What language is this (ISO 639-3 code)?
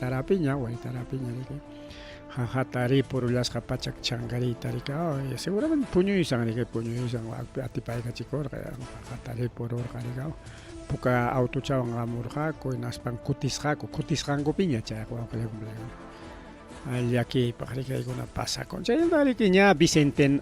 quy